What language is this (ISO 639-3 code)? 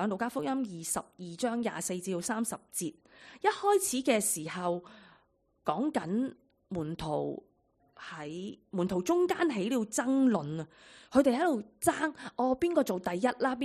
yue